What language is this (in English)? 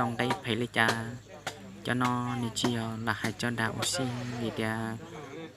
Hmong